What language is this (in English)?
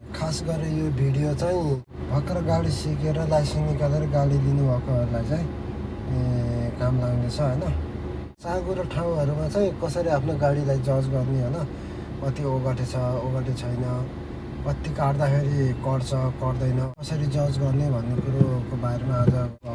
Nepali